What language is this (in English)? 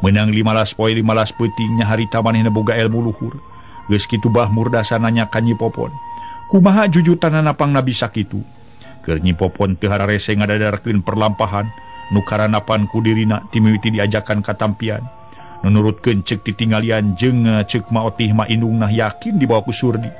Sundanese